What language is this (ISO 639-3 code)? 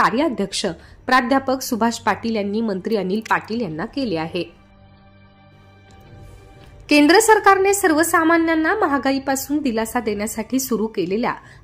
mar